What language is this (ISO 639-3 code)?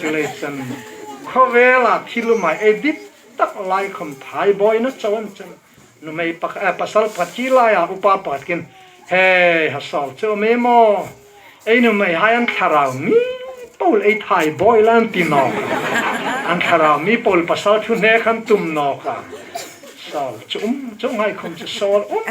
hmr